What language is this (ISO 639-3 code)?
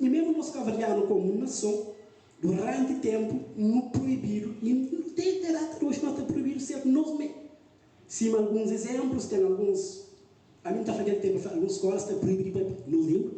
kea